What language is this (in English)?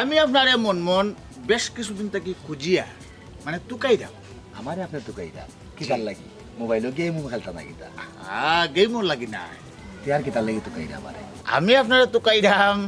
Sylheti